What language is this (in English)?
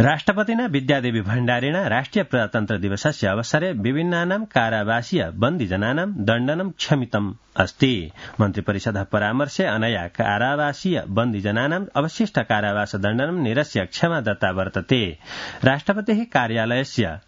Sanskrit